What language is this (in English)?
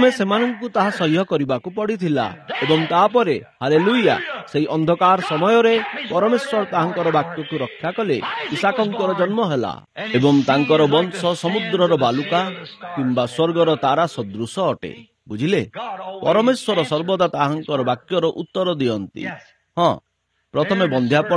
Odia